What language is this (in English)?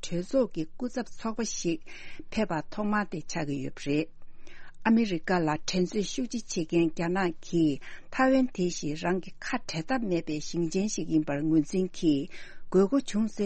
Tibetan